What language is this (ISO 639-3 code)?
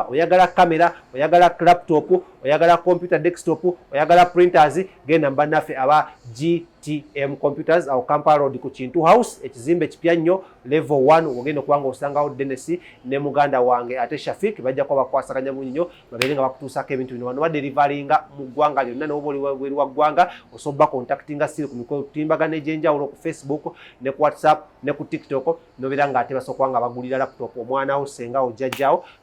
lug